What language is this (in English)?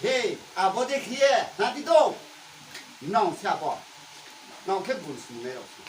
Riang (India)